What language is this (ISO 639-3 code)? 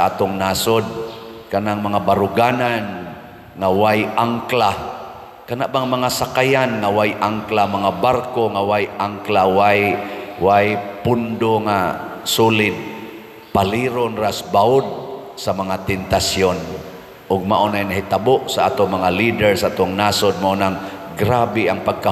ceb